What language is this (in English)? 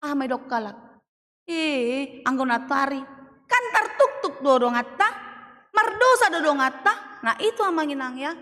Batak Toba